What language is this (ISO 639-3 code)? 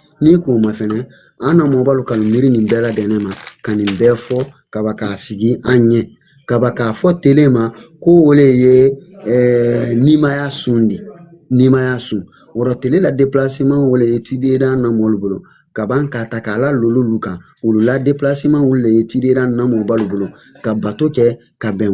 bam